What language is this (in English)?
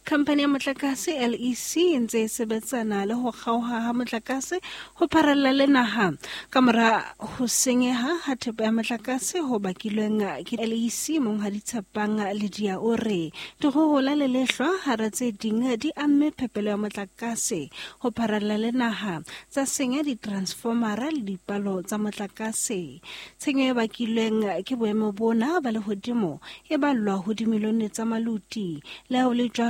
Southern Sotho